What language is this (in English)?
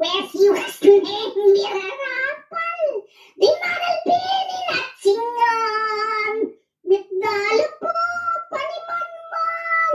Pampanga